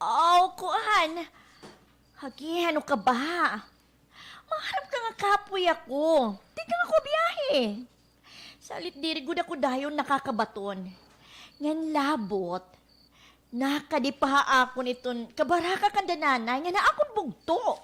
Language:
Waray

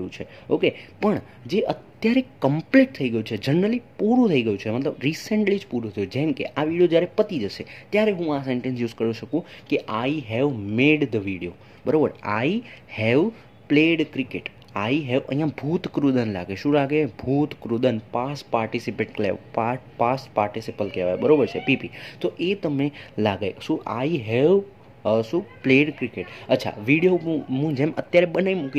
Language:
Gujarati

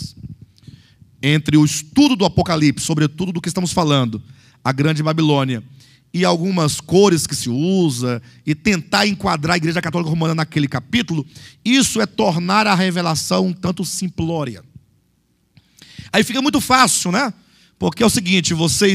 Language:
Portuguese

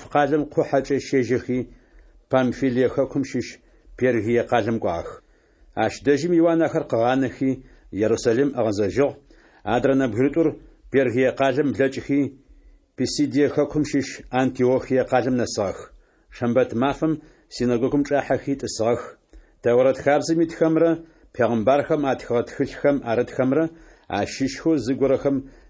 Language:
Adyghe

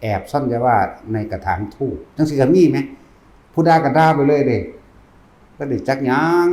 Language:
Northeastern Thai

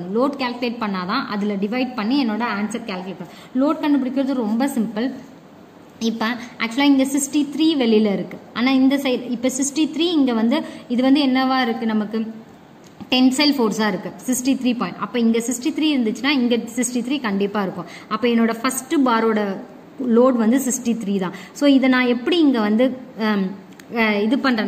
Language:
Tamil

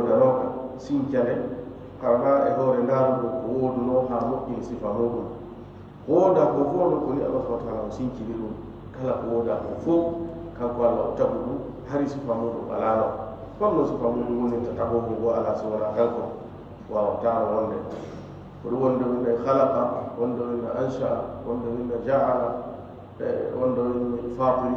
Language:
Fula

